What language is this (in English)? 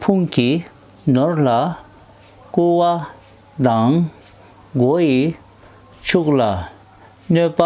Tibetan